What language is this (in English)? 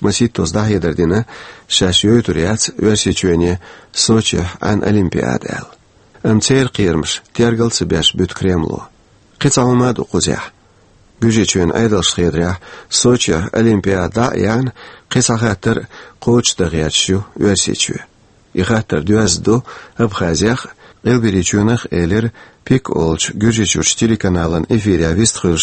Chechen